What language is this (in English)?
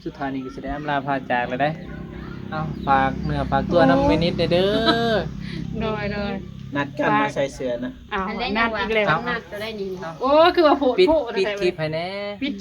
Northeastern Thai